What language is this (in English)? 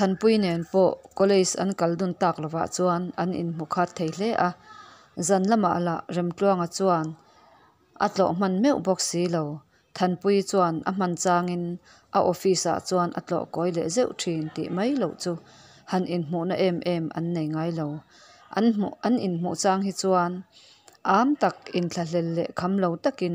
Mizo